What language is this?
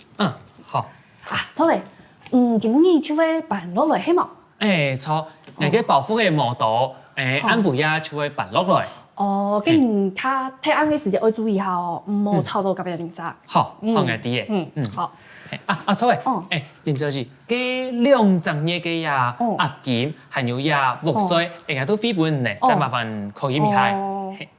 Hakka Chinese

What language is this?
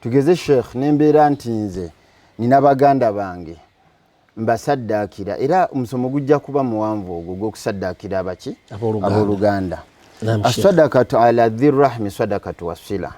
Ganda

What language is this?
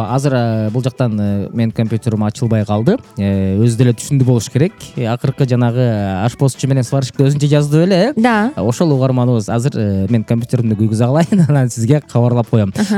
Kyrgyz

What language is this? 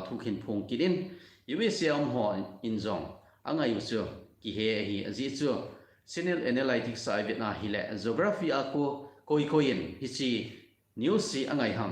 Thado Chin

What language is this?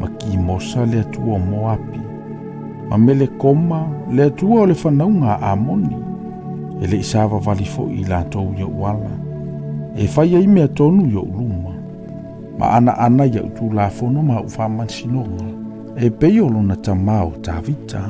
Samoan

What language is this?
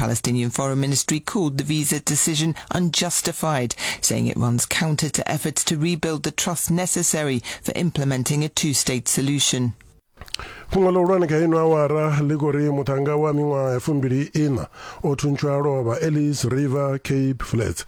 Venda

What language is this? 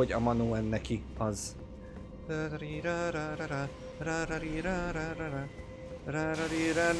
Hungarian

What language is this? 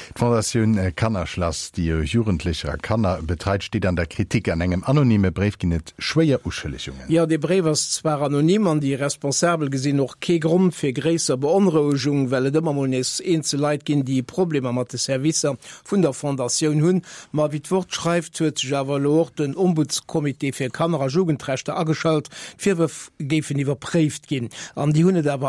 Luxembourgish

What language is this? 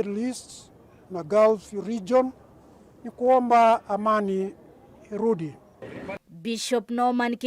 Kamba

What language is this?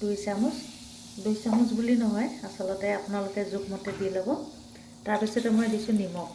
Assamese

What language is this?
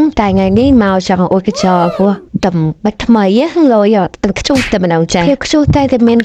Khmer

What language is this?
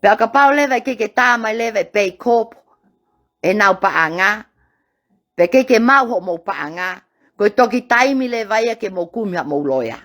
Tongan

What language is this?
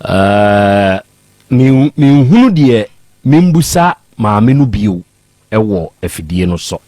Akan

